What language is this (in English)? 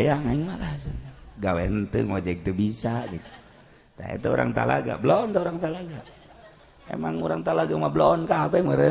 Sundanese